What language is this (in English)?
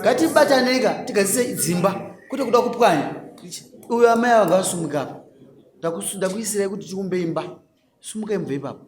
Shona